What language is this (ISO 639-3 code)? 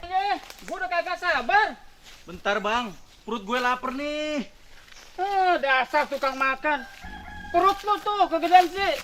bew